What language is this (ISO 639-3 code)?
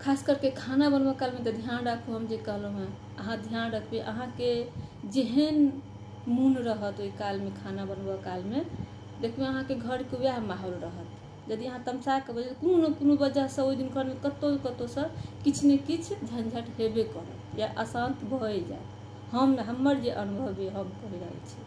mai